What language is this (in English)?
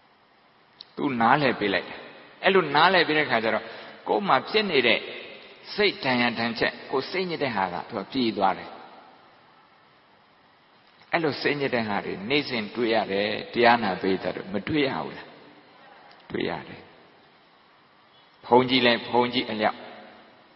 Burmese